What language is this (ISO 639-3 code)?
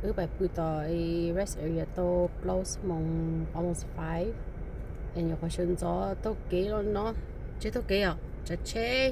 hmn